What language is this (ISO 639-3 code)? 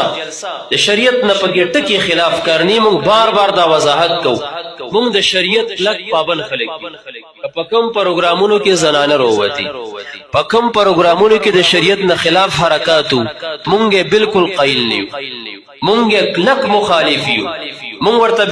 pus